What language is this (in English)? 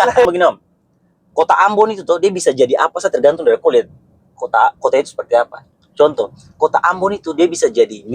Ambonese Malay